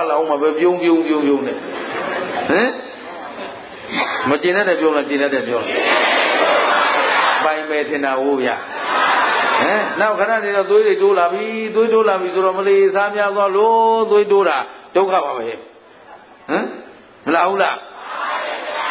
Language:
Burmese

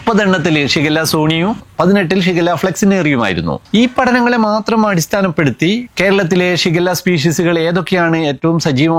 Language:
Malayalam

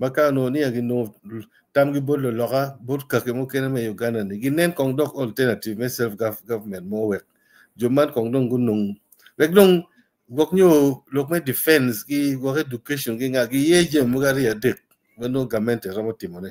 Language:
Acoli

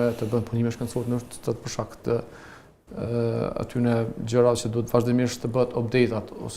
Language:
Albanian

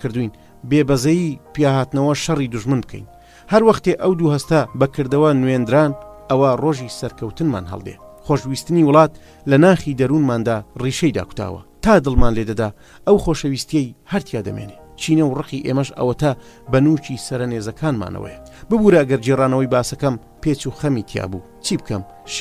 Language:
Central Kurdish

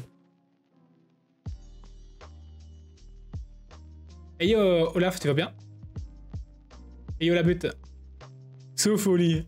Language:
French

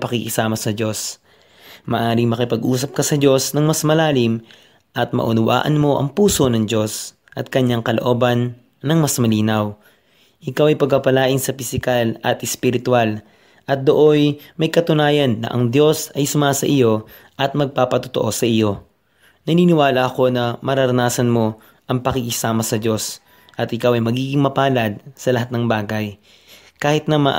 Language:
Filipino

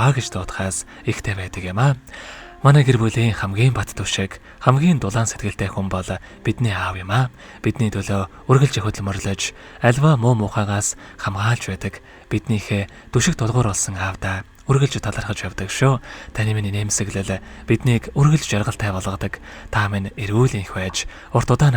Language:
Mongolian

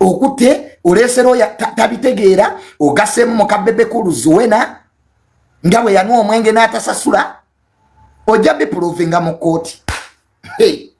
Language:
Ganda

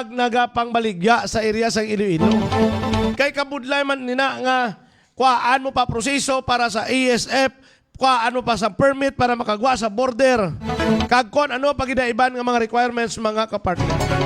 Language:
Hiligaynon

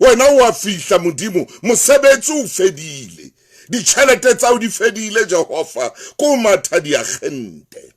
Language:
Southern Sotho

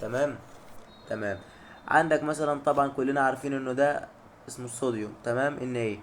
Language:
Egyptian Arabic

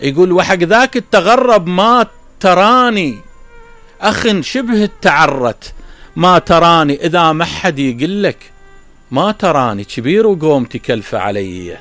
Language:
Mesopotamian Arabic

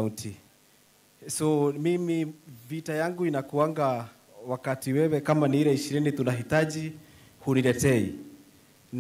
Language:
Meru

